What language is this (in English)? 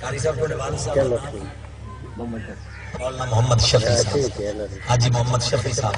Saraiki